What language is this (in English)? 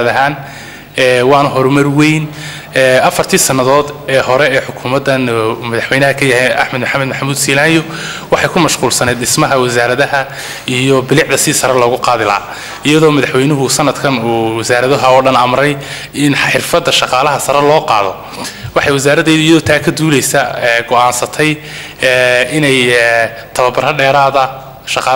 Somali